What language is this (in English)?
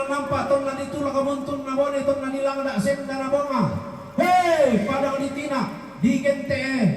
Toraja-Sa'dan